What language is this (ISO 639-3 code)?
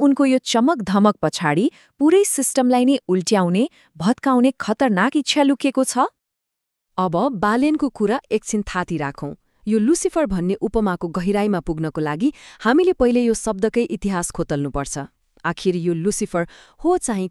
nep